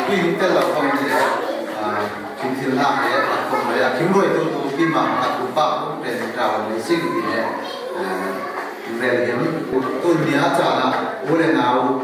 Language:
Falam Chin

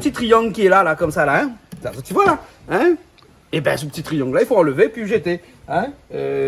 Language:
Réunion Creole French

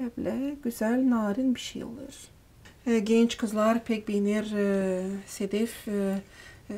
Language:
Gagauz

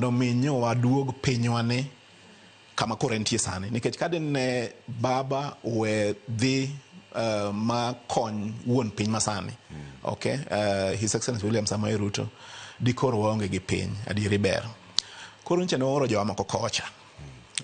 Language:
Luo (Kenya and Tanzania)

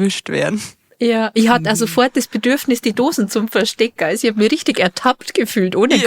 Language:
Bavarian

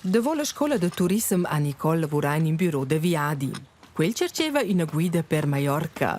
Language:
Romansh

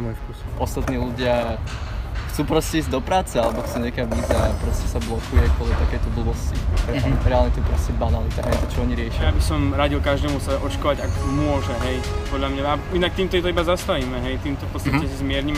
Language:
Slovak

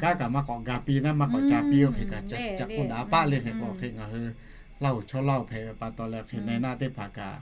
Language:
Lahu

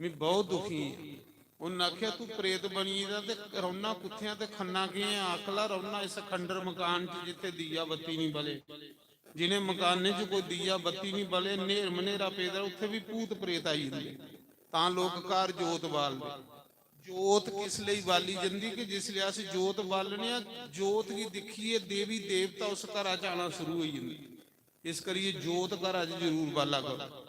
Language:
Dogri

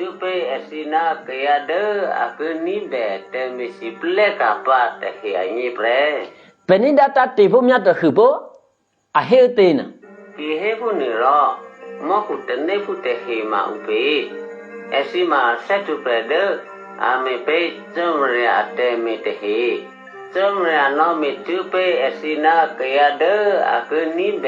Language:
Eastern Kayah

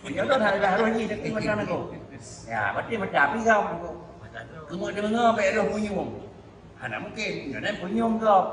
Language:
Achinese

